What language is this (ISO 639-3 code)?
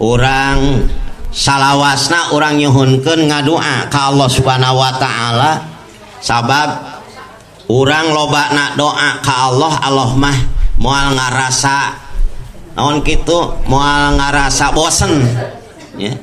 sun